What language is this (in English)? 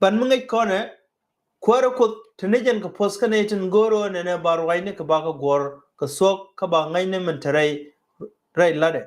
Nuer